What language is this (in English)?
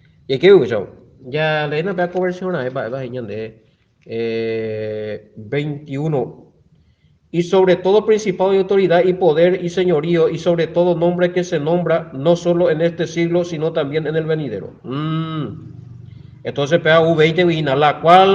Guarani